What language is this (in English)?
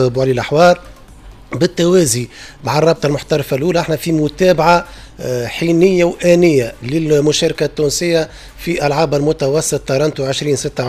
Tunisian Arabic